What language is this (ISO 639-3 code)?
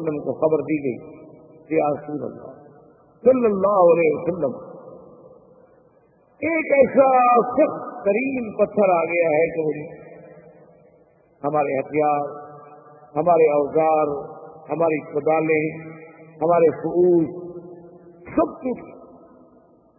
urd